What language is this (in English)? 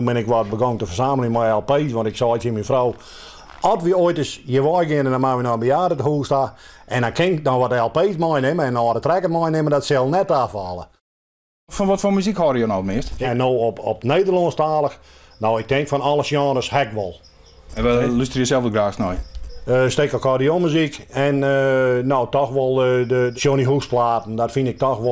Western Frisian